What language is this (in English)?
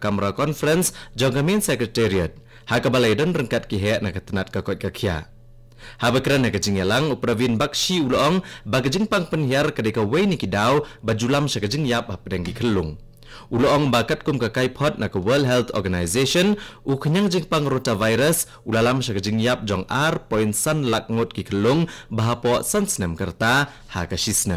Khasi